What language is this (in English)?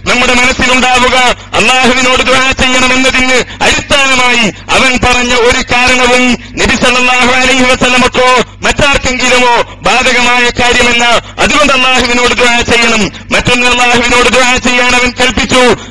Malayalam